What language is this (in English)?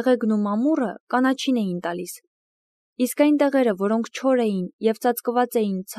Armenian